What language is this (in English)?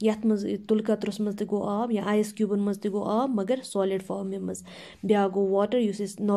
Kashmiri